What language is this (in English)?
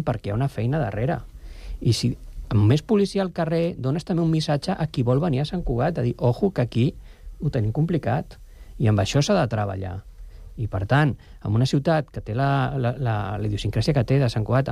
Catalan